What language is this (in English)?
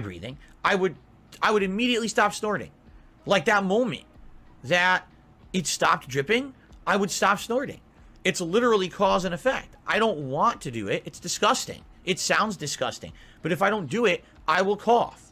English